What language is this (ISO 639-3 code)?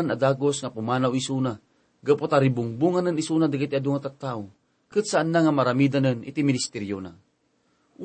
ilo